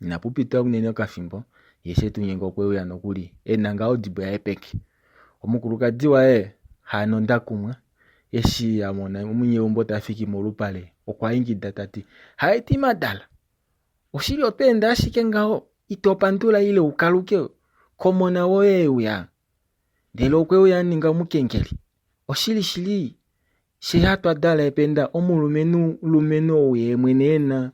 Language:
Kuanyama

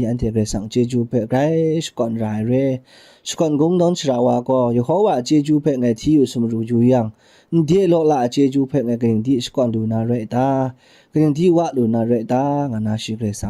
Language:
Kachin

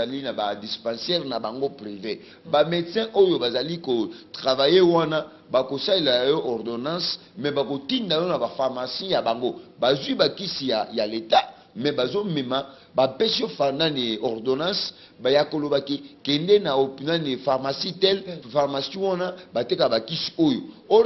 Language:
Lingala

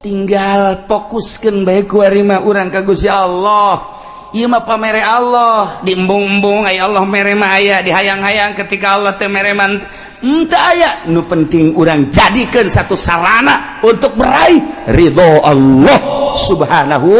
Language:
Sundanese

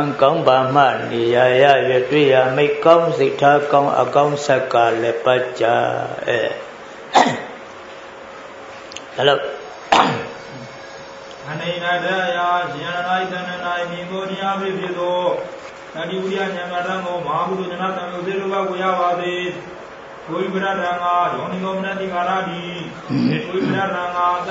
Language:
Burmese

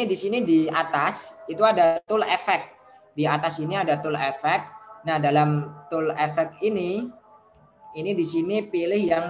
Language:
Indonesian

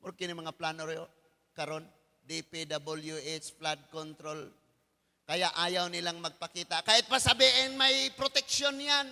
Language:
Cebuano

